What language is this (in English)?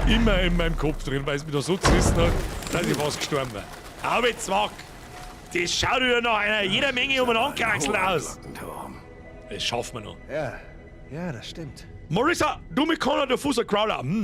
Bavarian